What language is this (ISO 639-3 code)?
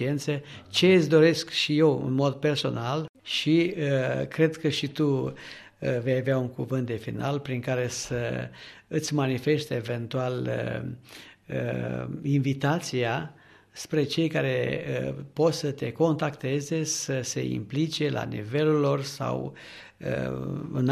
ron